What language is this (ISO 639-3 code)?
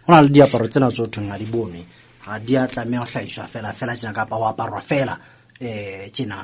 sot